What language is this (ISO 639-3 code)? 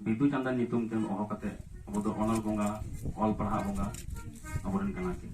sat